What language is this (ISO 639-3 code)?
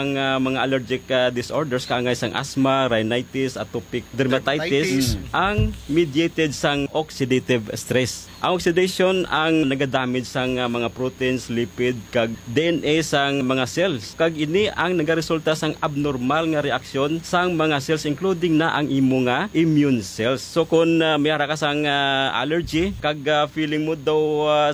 hil